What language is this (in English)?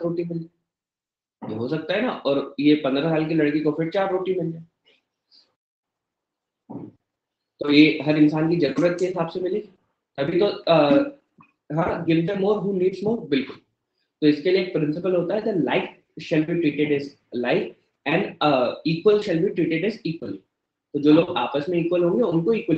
Hindi